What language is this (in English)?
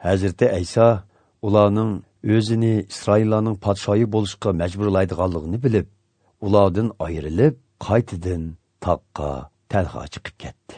Uyghur